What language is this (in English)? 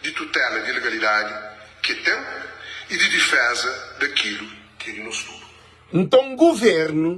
Kabuverdianu